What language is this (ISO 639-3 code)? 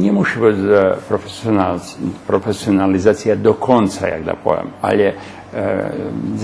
rue